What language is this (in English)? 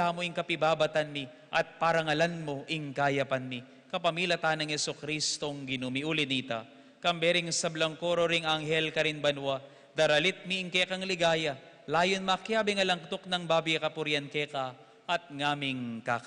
Pampanga